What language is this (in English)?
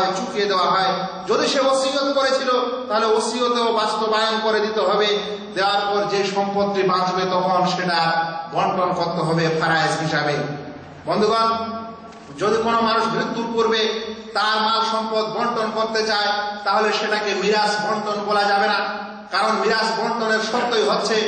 Bangla